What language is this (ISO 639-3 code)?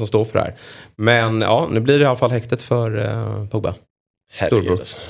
swe